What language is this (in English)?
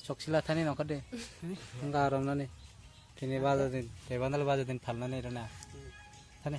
Kok Borok